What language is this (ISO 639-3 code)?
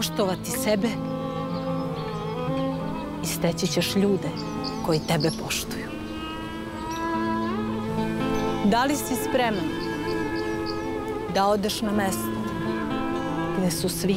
srp